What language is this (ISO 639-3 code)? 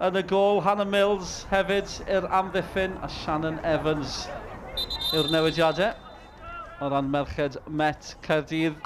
cym